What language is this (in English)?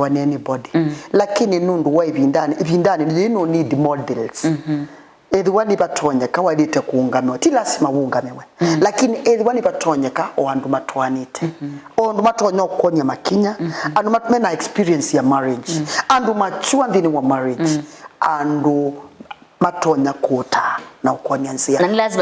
Kamba